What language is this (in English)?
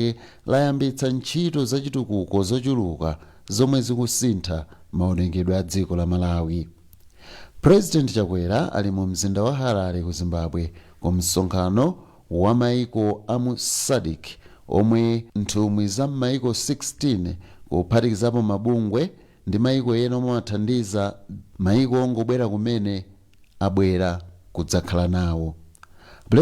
Nyanja